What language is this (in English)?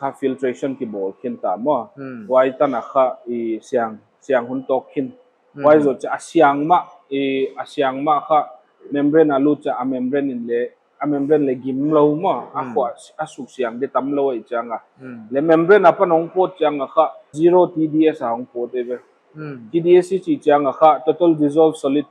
Paite Chin